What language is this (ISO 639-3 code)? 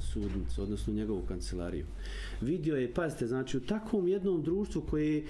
bos